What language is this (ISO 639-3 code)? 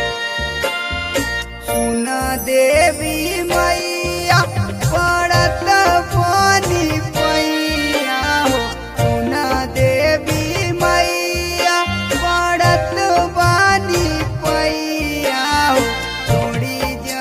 bho